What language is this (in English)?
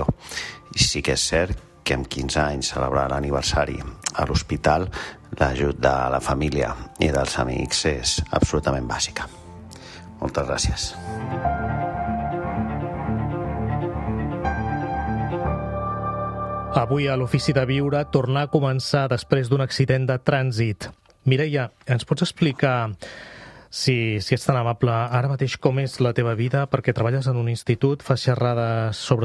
Catalan